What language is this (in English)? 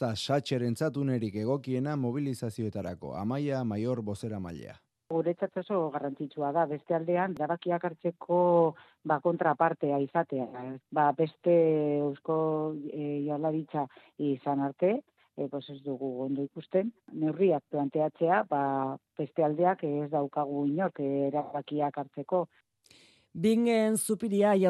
Basque